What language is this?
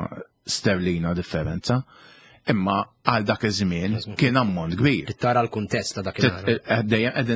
Maltese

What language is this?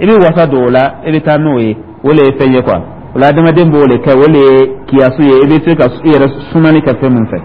Dyula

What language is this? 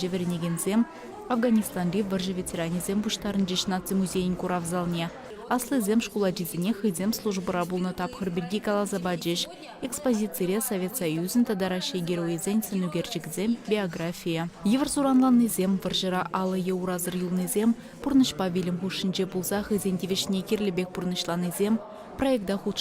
Chuvash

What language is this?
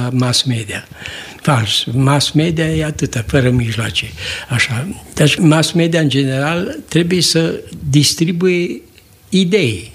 Romanian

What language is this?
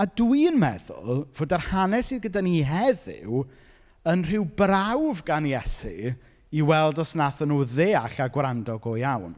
Welsh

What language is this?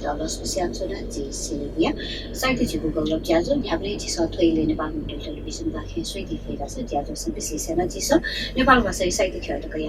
Newari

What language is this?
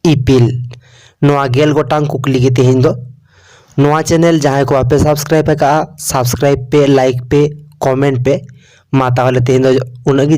Santali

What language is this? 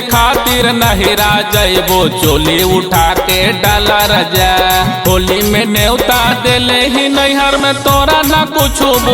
Magahi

